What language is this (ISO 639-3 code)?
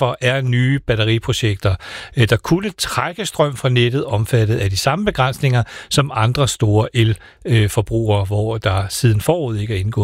dan